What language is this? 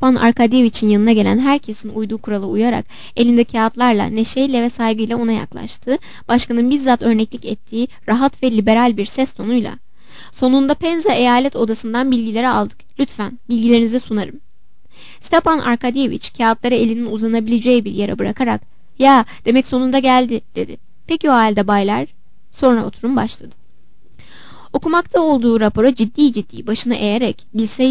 Turkish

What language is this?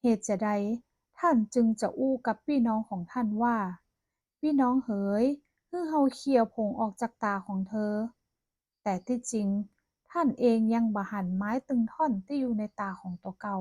Northern Thai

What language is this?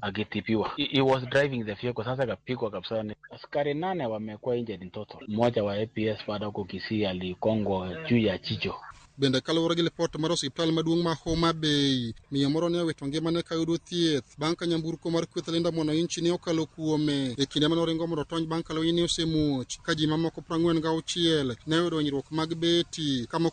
Luo (Kenya and Tanzania)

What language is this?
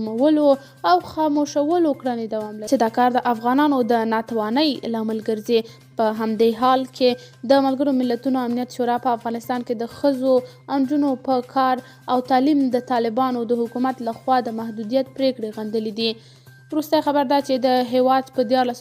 Pashto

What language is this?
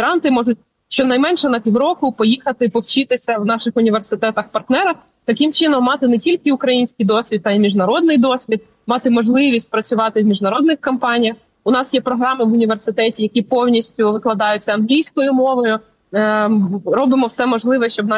Ukrainian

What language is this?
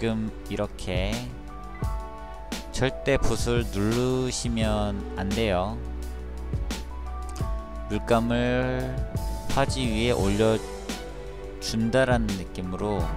Korean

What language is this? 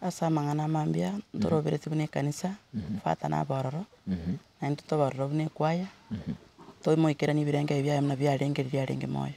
Gusii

